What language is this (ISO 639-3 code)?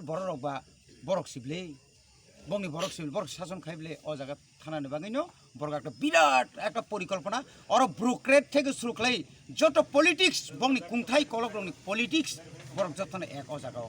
trp